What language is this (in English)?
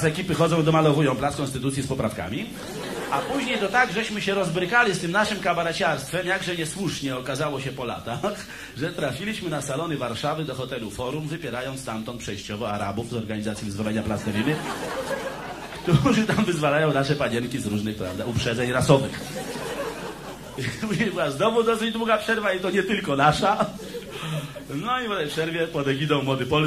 Polish